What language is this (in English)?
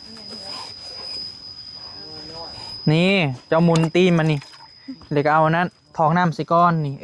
Northeastern Thai